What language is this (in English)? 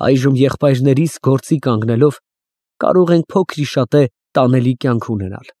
Armenian